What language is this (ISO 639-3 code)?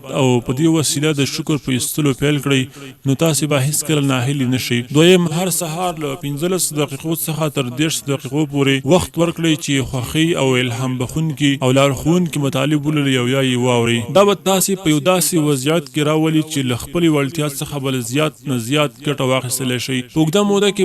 pus